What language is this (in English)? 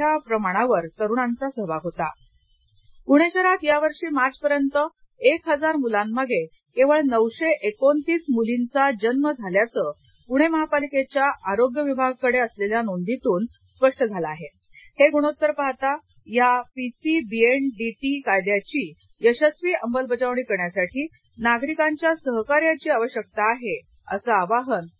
Marathi